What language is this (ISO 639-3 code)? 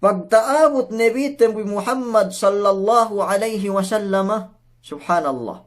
yka